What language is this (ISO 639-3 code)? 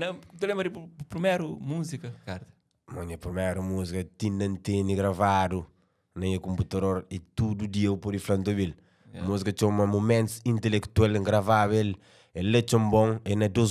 kea